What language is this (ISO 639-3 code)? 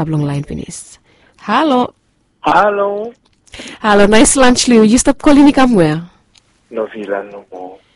bis